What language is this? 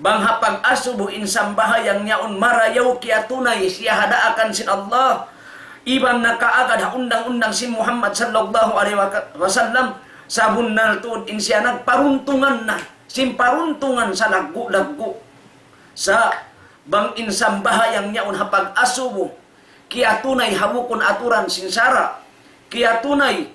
Tausug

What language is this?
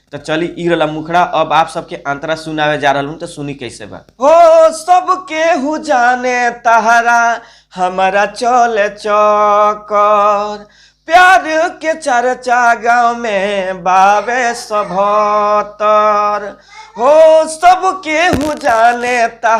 Bhojpuri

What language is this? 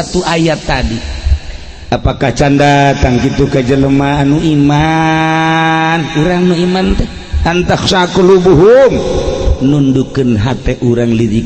Sundanese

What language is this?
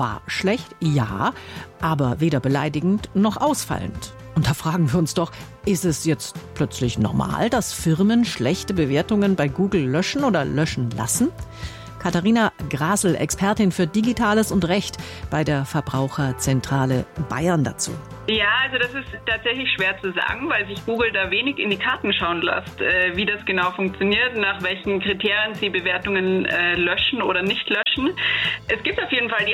German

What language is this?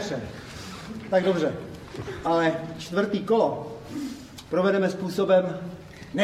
Czech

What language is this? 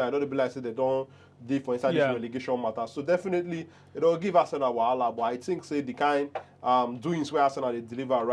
Nigerian Pidgin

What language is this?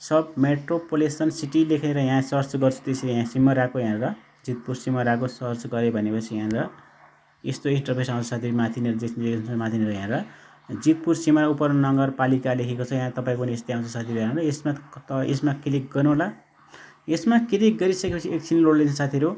Nepali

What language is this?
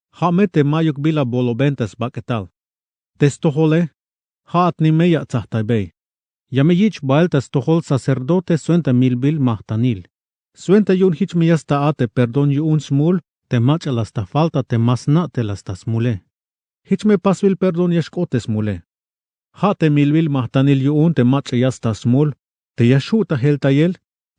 Tzeltal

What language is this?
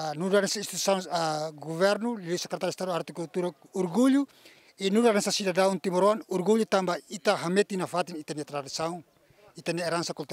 Tetum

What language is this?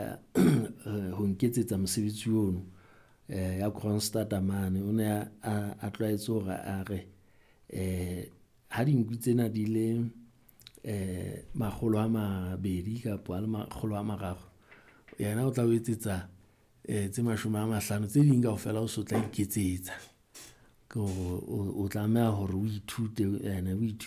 Southern Sotho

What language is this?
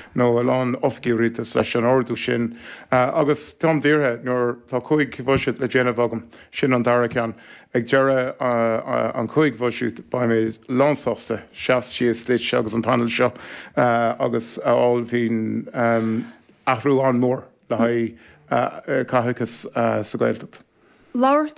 Irish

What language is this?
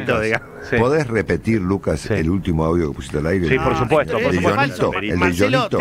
Spanish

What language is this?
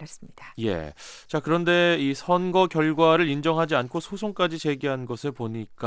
Korean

